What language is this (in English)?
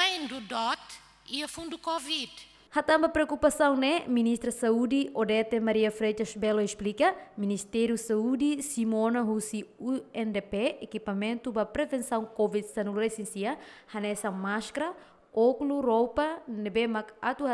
Tetum